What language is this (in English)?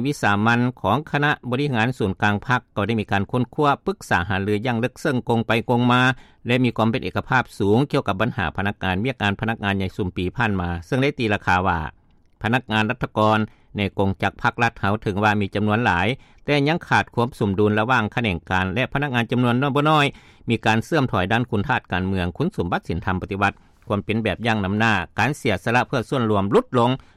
Lao